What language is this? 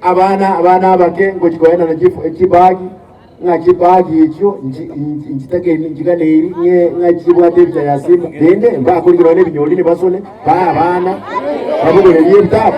Gusii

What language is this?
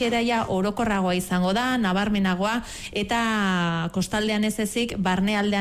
Basque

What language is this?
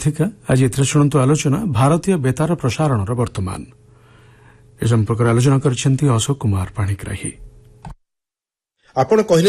Odia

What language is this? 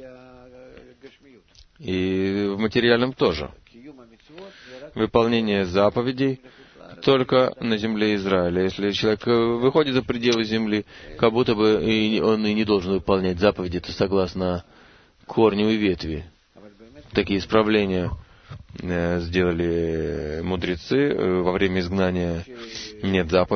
Russian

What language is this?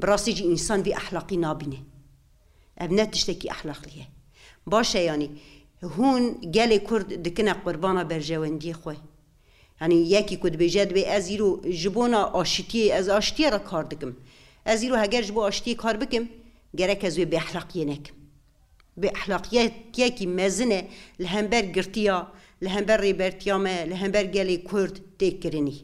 Kurdish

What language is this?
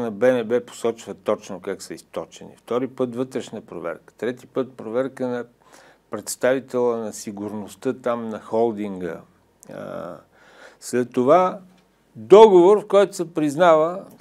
Bulgarian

